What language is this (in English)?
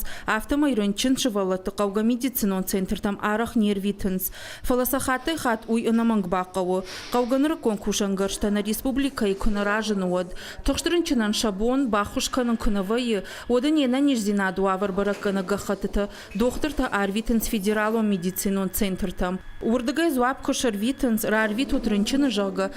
Ossetic